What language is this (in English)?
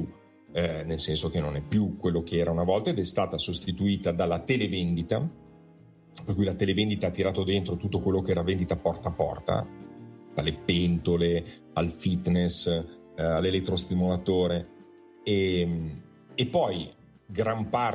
Italian